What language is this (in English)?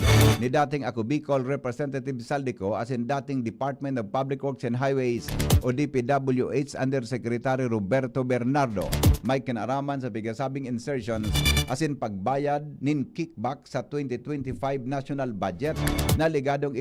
Bikol